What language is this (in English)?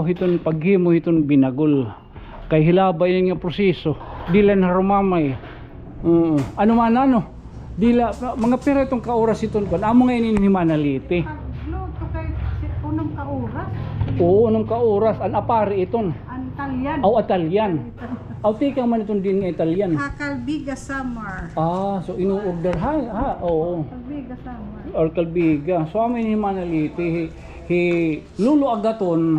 Waray